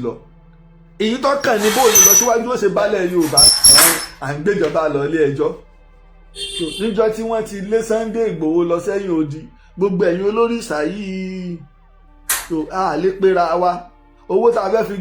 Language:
Yoruba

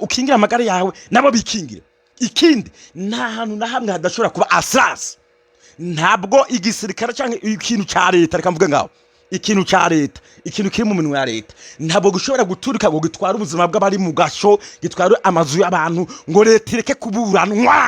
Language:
Rundi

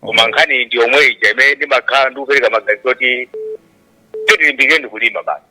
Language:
Nyanja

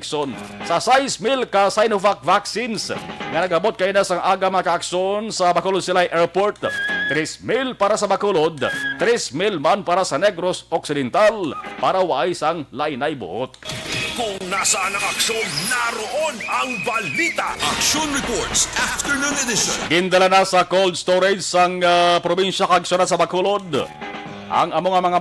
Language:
Hiligaynon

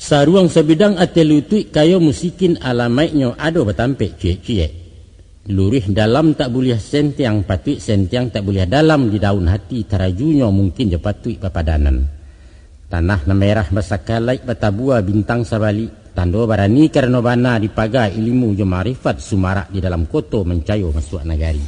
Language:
Minangkabau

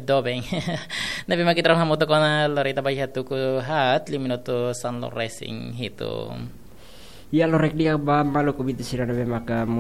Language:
Tetum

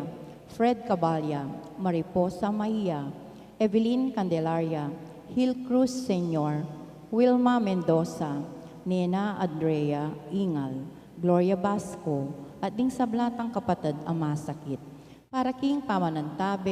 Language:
Pampanga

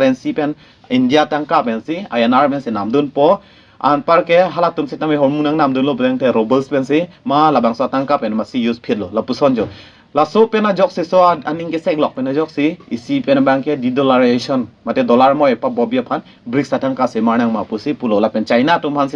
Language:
Karbi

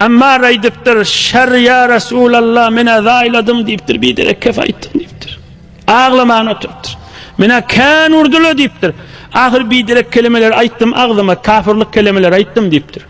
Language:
Turkmen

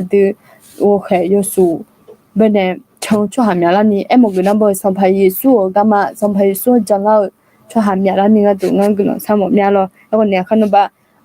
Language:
Akha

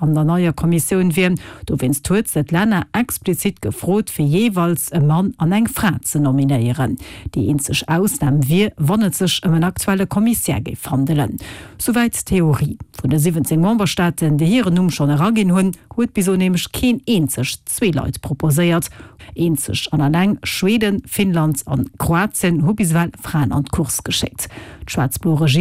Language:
Luxembourgish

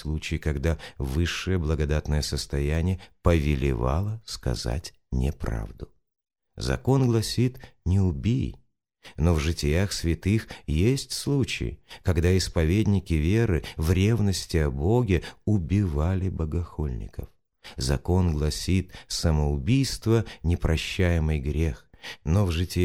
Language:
Russian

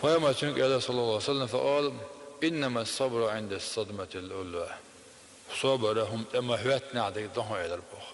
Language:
Chechen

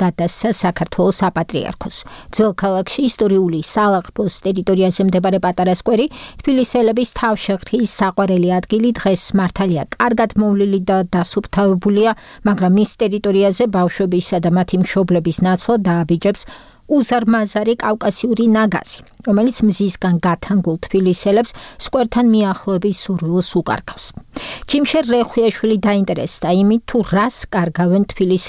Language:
Georgian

